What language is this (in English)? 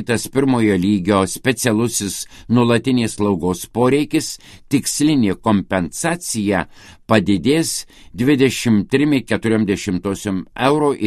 Lithuanian